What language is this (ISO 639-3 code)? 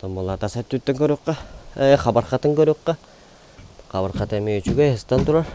sah